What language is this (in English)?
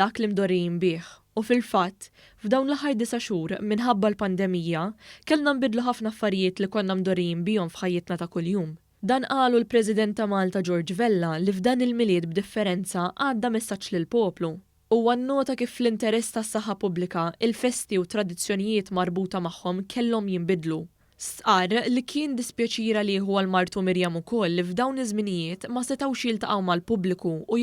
Maltese